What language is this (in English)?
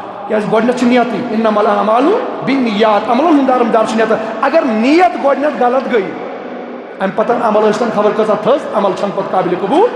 Kashmiri